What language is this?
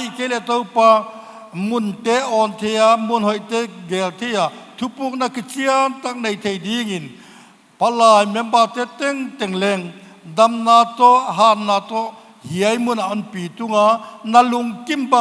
Paite Chin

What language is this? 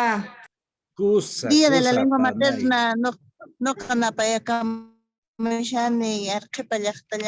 Quechua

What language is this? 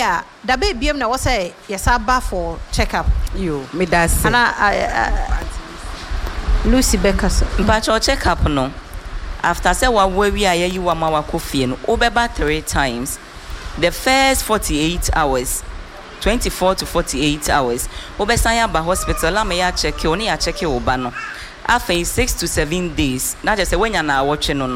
Akan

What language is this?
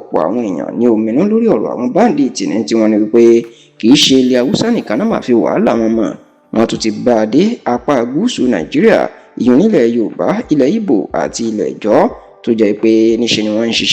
Yoruba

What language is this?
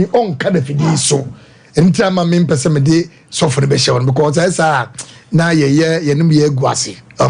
Akan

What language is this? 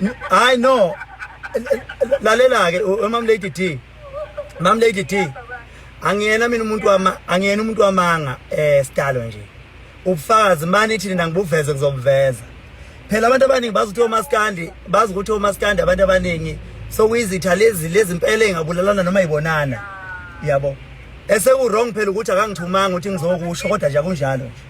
Zulu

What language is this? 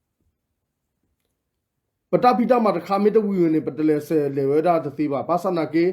S'gaw Karen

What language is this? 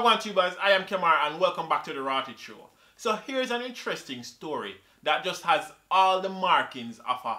Jamaican Creole English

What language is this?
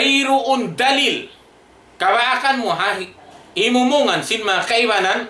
Tausug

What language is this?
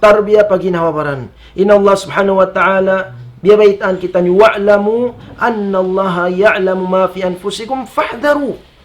Tausug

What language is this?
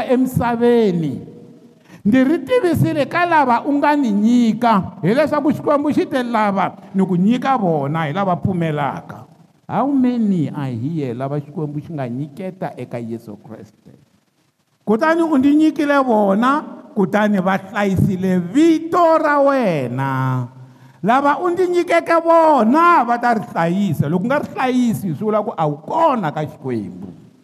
Tsonga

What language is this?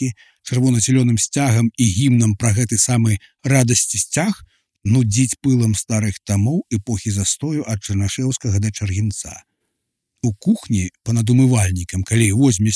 Belarusian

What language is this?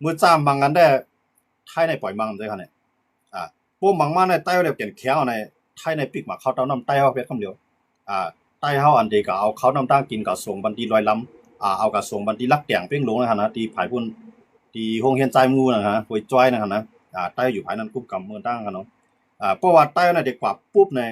Shan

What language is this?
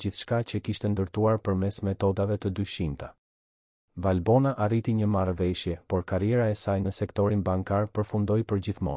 Albanian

